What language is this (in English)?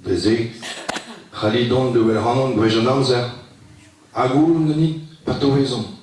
Breton